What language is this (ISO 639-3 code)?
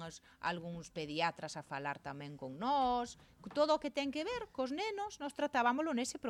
glg